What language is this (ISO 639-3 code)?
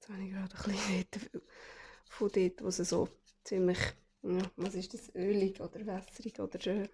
gsw